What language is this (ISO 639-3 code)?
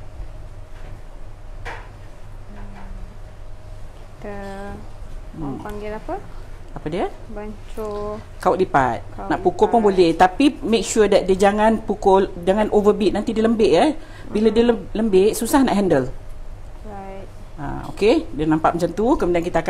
msa